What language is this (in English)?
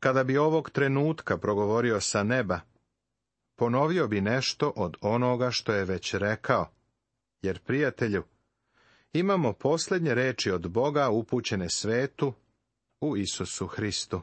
Serbian